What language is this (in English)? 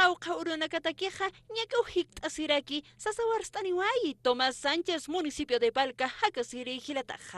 Aymara